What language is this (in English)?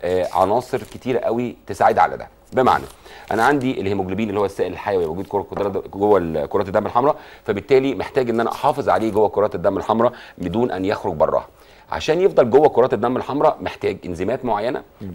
Egyptian Arabic